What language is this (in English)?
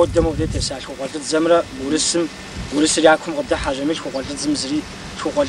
Kabardian